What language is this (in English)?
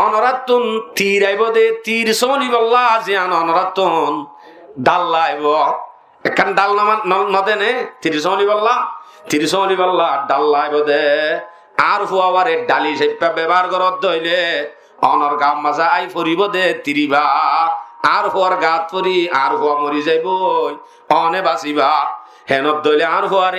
Rohingya